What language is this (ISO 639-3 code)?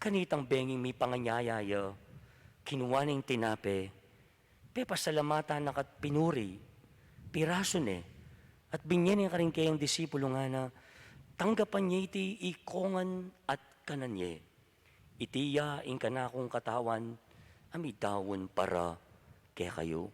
pam